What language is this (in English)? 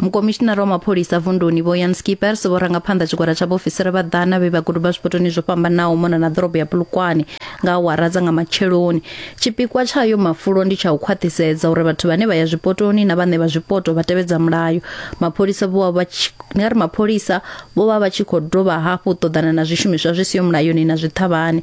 Venda